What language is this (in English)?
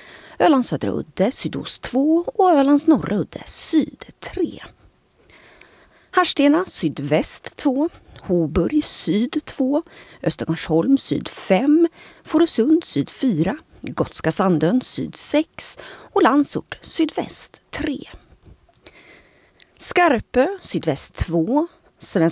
Swedish